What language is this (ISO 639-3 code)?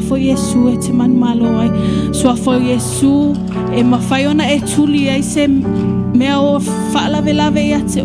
smo